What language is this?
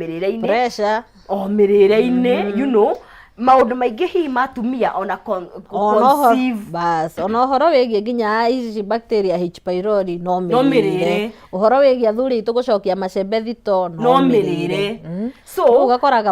Kikuyu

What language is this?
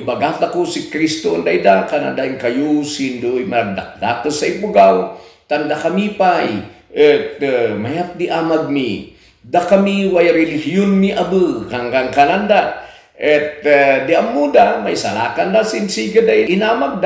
Kankanaey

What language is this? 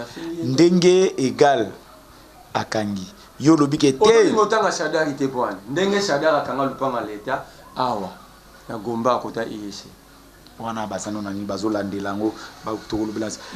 Lingala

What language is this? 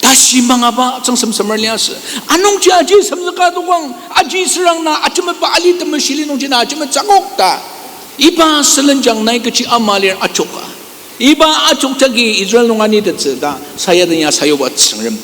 Ao Naga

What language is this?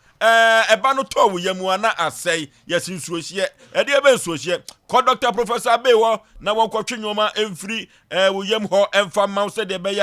Akan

